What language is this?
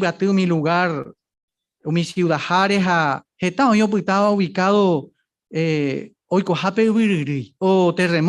Guarani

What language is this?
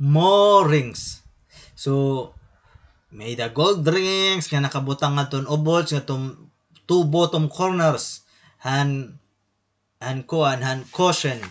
Waray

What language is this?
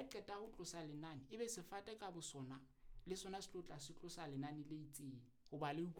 Southern Sotho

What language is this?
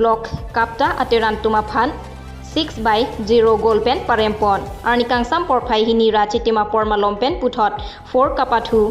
Karbi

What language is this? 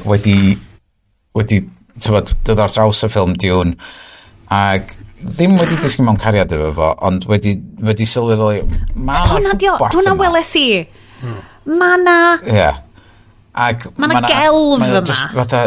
Welsh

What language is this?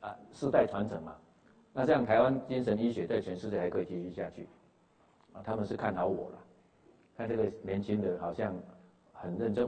Chinese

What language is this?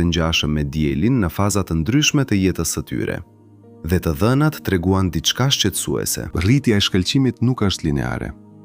Albanian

